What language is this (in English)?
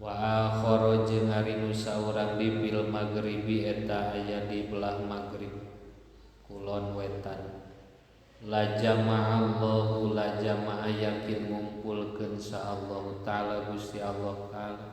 Sundanese